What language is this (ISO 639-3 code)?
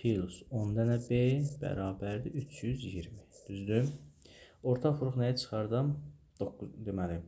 aze